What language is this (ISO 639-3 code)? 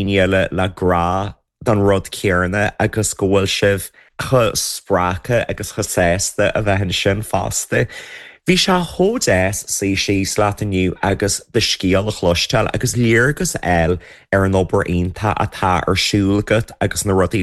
gle